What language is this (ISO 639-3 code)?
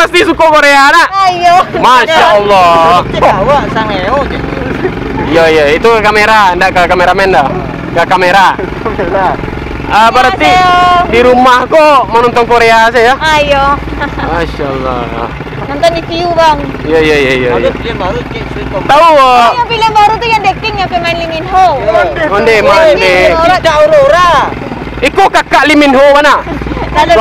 min